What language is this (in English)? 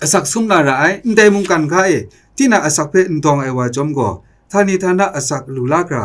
Kachin